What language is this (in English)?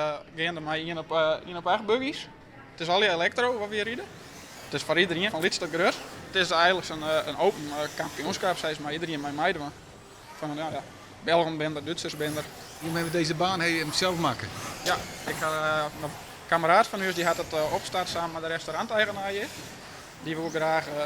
Western Frisian